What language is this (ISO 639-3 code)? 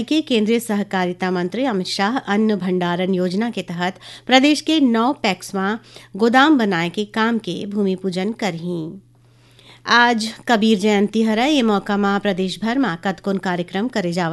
hne